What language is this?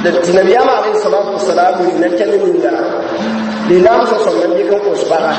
Mossi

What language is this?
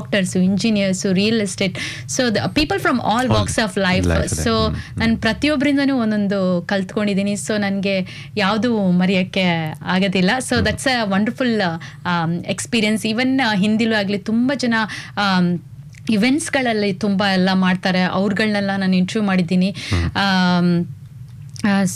Kannada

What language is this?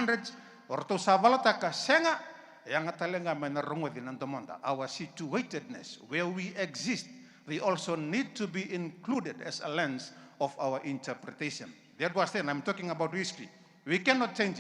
Fijian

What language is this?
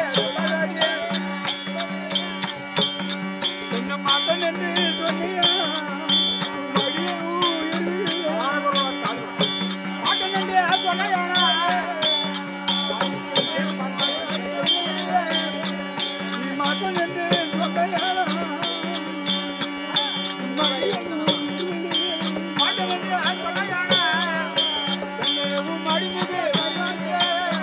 Tamil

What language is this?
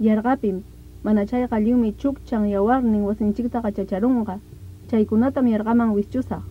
Ayacucho Quechua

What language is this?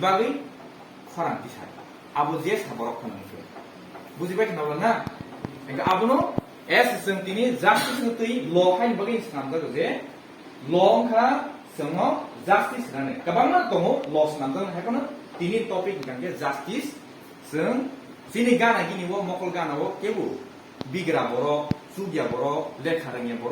Kok Borok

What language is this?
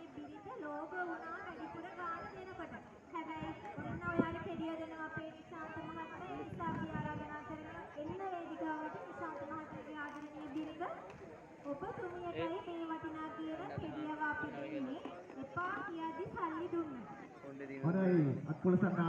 Sinhala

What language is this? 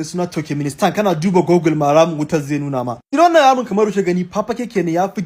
Hausa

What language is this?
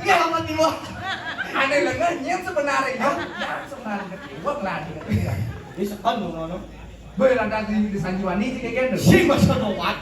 Balinese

